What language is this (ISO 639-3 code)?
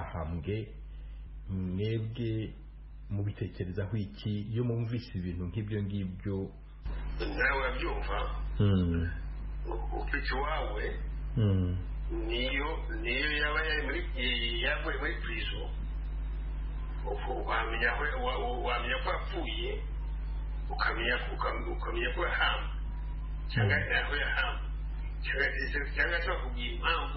kin